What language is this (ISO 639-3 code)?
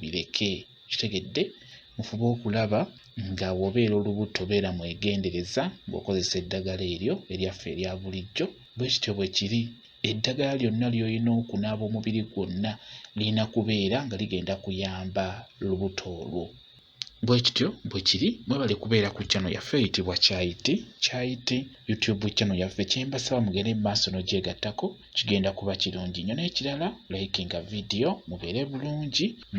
lug